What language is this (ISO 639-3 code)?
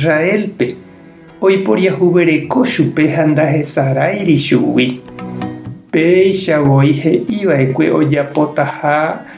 grn